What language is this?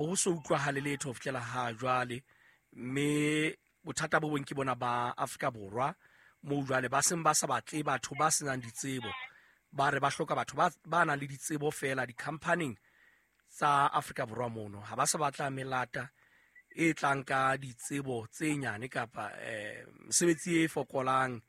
Southern Sotho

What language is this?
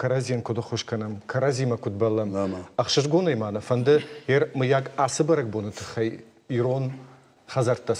Ossetic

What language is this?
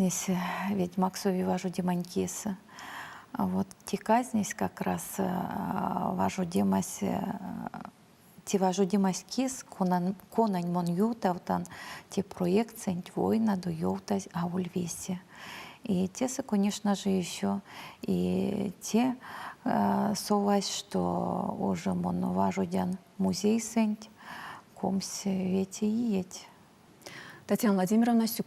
Erzya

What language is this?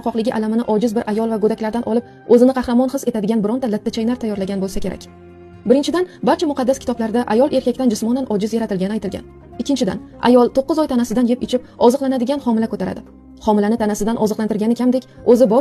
Uzbek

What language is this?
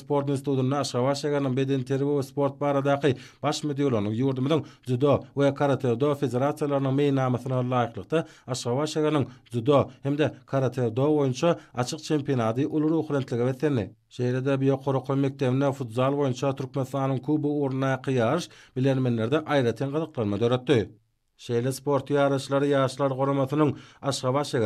Turkmen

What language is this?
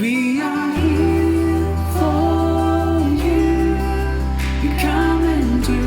Morisyen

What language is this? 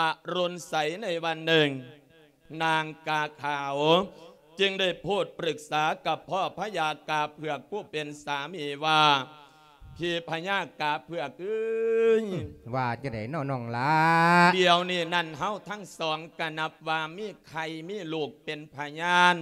Lao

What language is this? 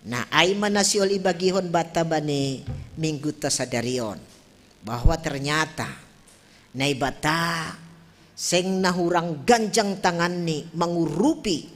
Batak Simalungun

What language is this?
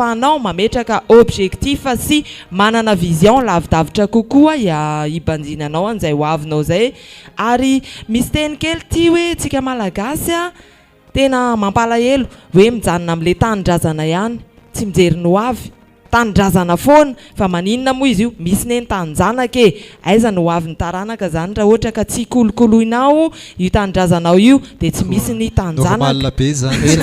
Malagasy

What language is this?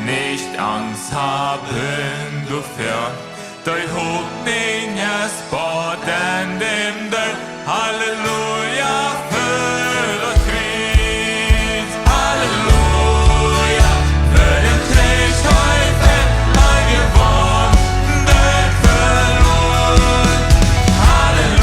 Plautdietsch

